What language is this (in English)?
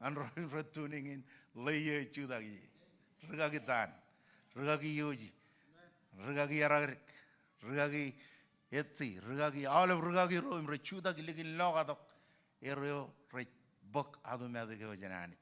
Marshallese